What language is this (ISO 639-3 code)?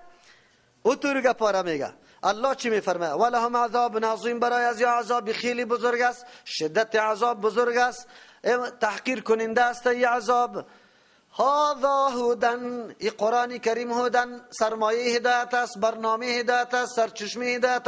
fas